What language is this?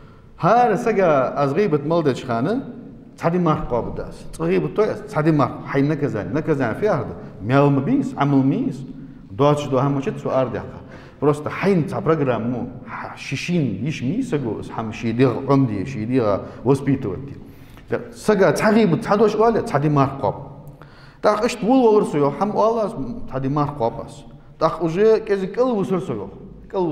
Ingush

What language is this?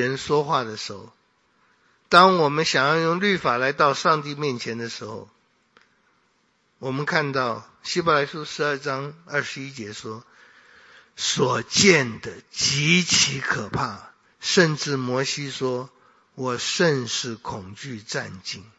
Chinese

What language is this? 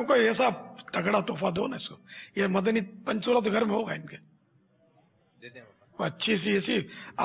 Urdu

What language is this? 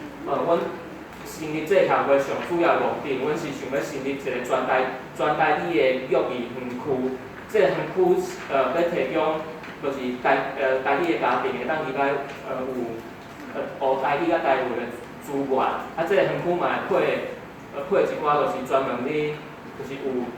Min Nan Chinese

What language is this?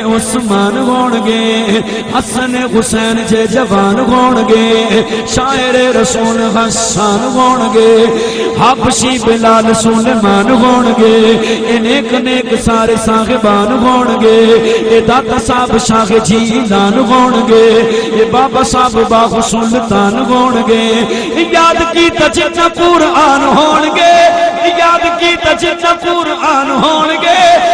Saraiki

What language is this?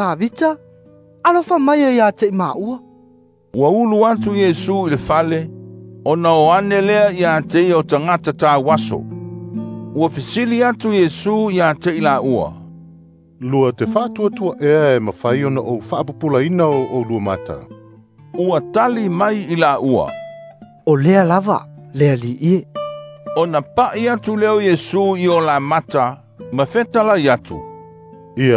Samoan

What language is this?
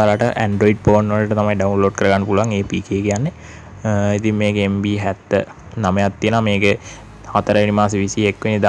Sinhala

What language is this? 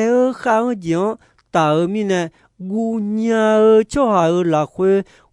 Akha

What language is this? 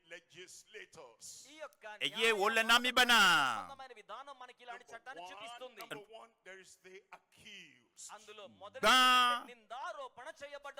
Ewe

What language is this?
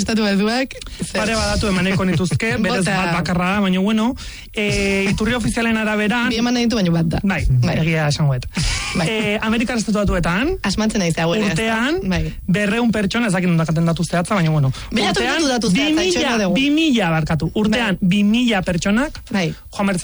Basque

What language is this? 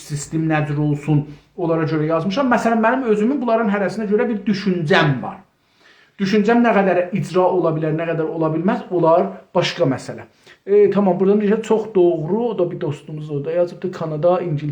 South Azerbaijani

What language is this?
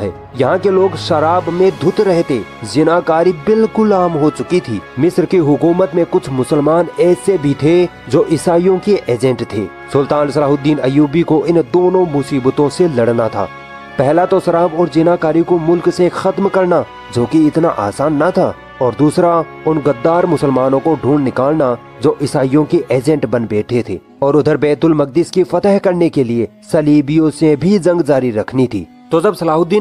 Hindi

